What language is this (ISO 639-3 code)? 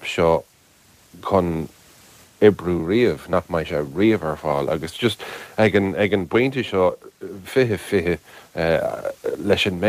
gle